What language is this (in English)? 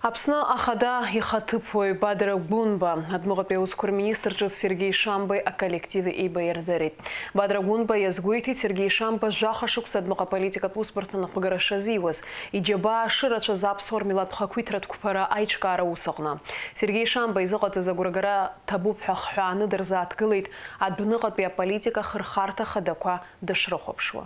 Abkhazian